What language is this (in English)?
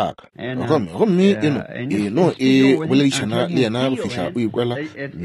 Northern Sotho